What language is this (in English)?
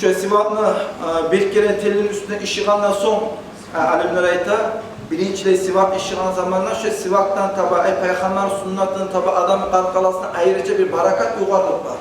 Kumyk